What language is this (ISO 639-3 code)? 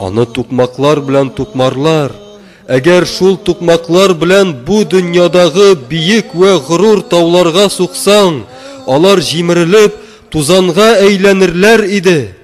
tat